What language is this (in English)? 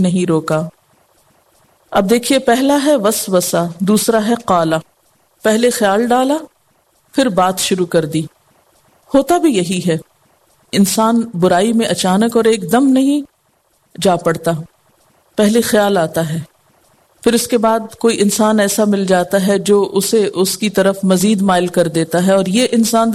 Urdu